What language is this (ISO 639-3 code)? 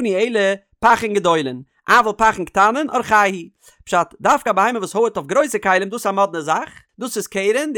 yid